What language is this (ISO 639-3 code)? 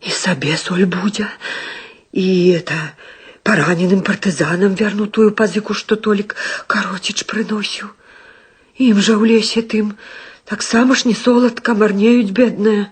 bel